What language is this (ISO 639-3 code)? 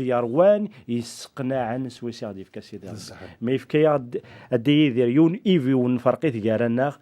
kab